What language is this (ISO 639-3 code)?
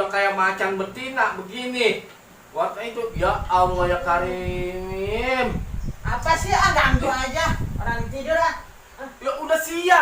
bew